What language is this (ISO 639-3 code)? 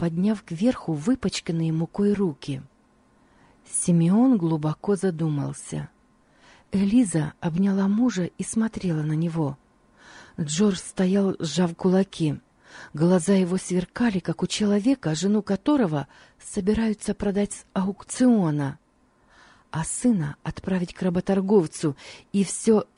rus